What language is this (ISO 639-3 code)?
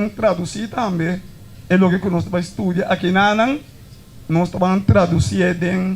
pap